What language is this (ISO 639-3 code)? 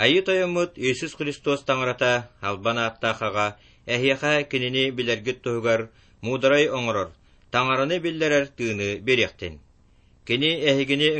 sah